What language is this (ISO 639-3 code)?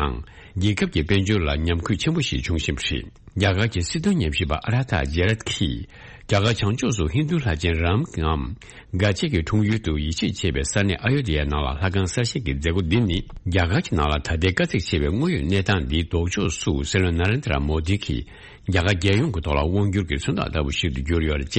bod